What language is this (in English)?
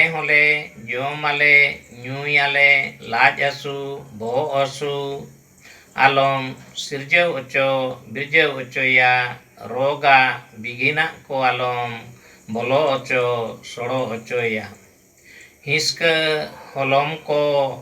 Santali